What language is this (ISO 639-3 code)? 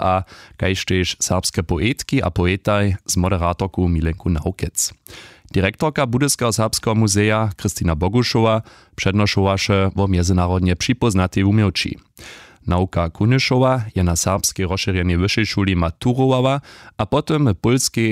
hsb